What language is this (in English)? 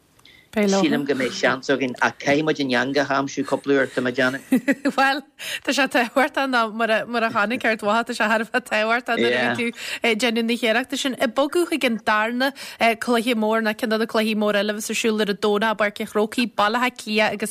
Irish